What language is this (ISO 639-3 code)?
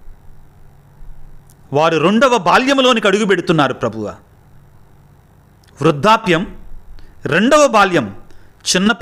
tel